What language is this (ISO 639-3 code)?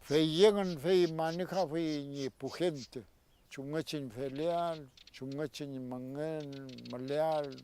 arn